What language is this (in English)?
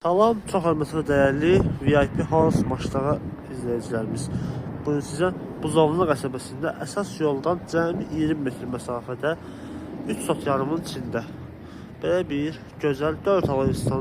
Azerbaijani